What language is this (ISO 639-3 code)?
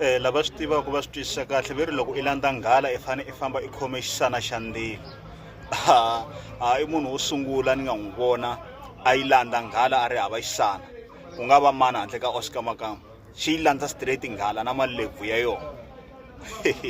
tso